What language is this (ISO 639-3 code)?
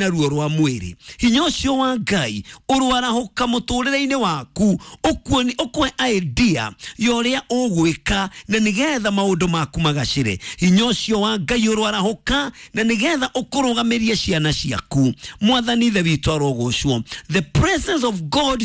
kik